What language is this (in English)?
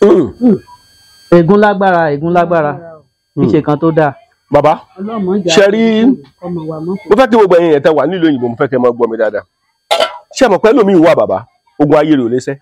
Yoruba